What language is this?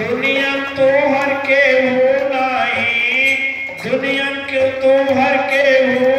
Bhojpuri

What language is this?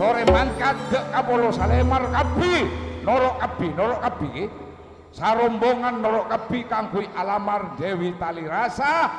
Madurese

